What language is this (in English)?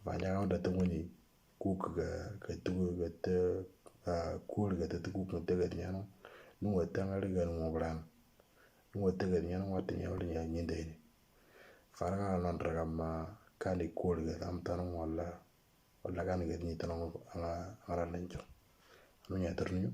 Moro